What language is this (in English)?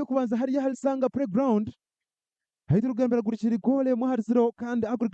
Nyankole